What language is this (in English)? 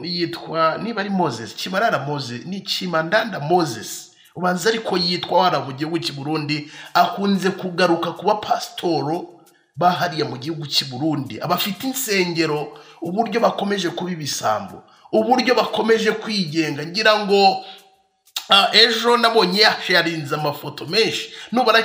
Kinyarwanda